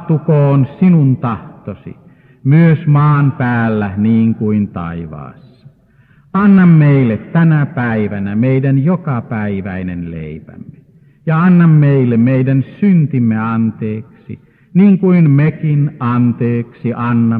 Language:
Finnish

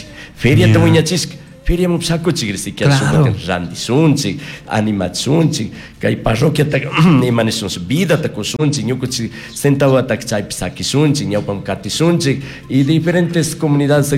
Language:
Chimborazo Highland Quichua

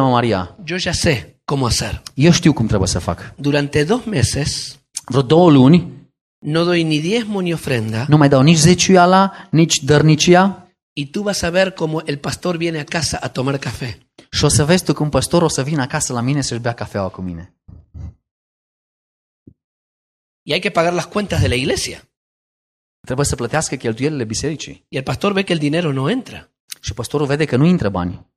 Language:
Romanian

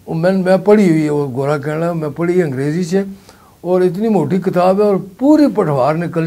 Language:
Pahari-Potwari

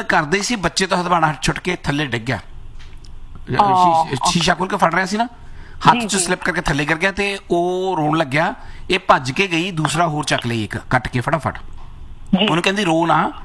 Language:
Punjabi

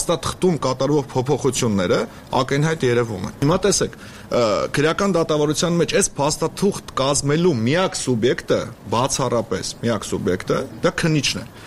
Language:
Armenian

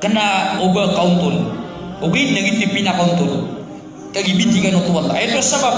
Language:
Maranao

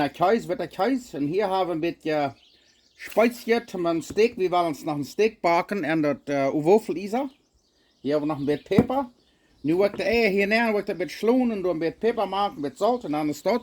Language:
Plautdietsch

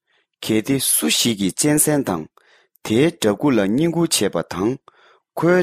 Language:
Tibetan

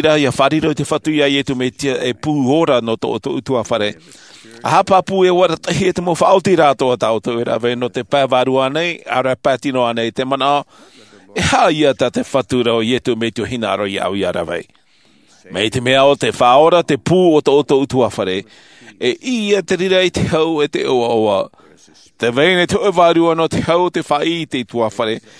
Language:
Tahitian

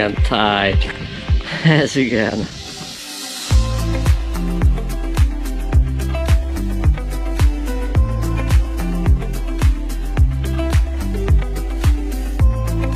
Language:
Hungarian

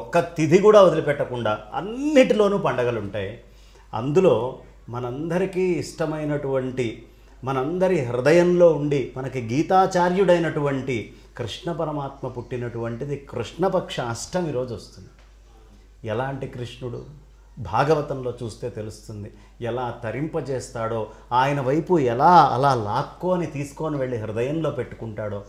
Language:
Telugu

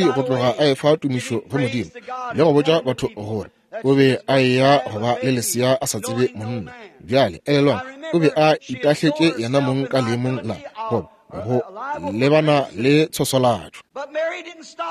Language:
Northern Sotho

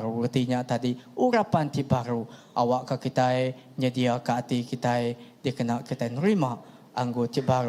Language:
Iban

